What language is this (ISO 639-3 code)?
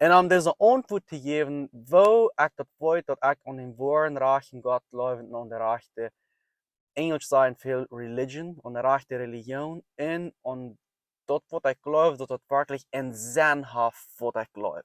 pdt